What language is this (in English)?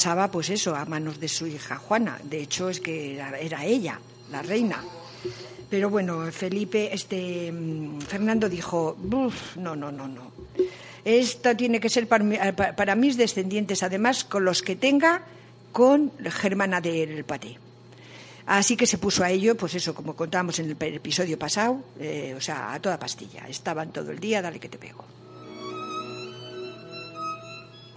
Spanish